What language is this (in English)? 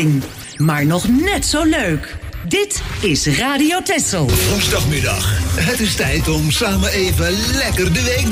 Dutch